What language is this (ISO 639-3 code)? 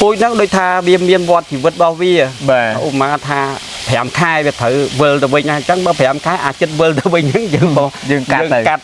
khm